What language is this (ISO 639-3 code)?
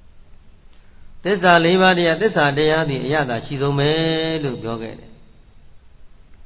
mya